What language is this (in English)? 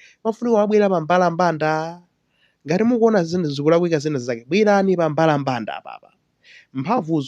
Nyanja